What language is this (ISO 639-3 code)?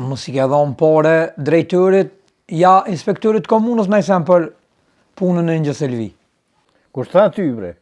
sqi